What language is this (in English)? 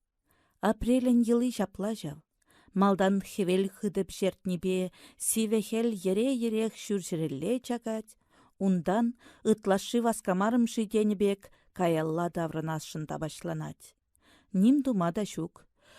Chuvash